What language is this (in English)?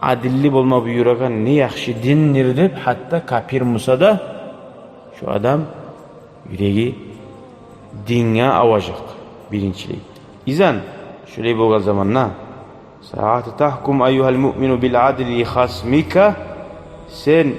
Kumyk